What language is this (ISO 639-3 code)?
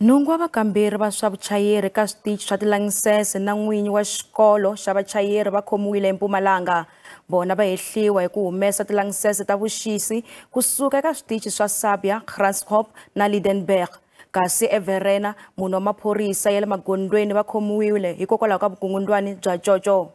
tso